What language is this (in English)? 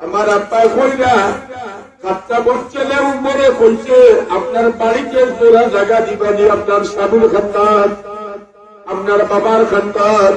Sylheti